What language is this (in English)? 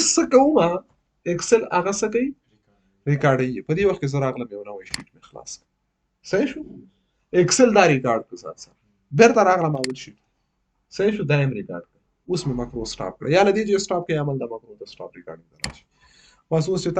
Pashto